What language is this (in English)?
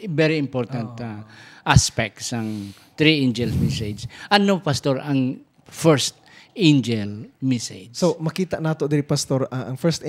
Hiligaynon